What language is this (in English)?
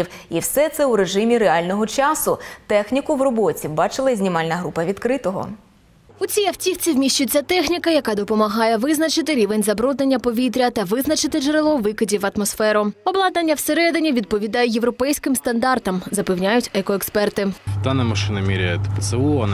Ukrainian